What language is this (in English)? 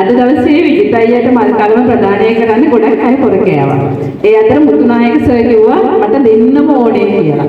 Sinhala